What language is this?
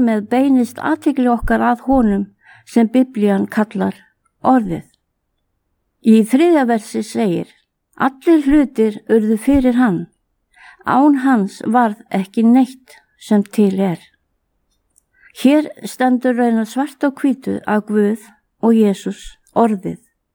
Icelandic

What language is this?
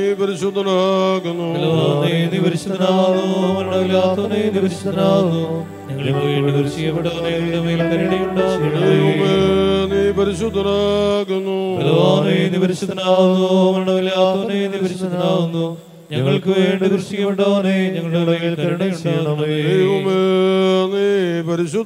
Malayalam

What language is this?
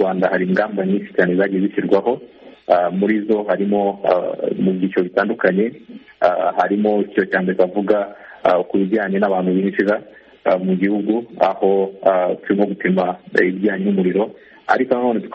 Kinyarwanda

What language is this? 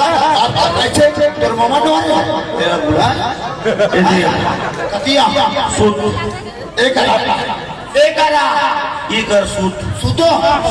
Chhattisgarhi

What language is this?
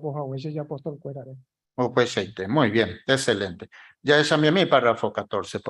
Guarani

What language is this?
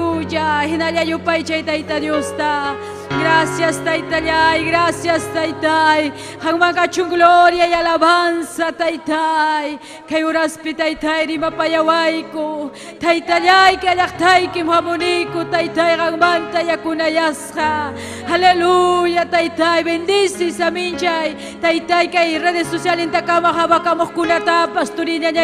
Ayacucho Quechua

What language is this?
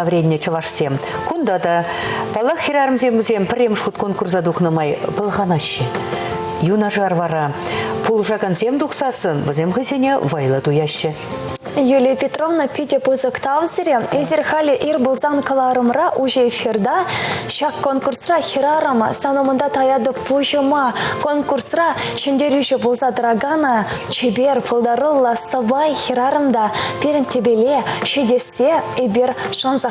Chuvash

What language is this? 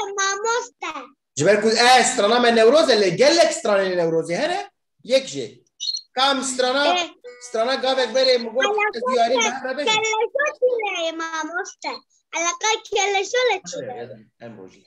Kurdish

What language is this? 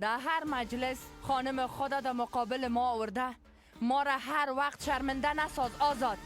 Persian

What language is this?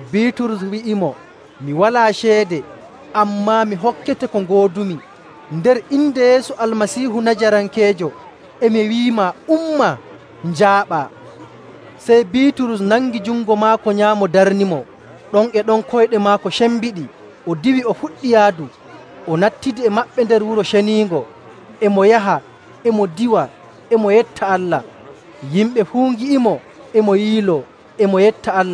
Nigerian Fulfulde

